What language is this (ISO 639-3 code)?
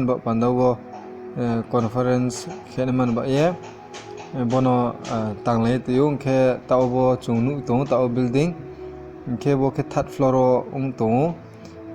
ria